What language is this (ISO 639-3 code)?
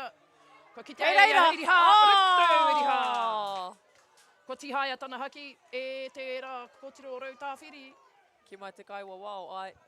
mri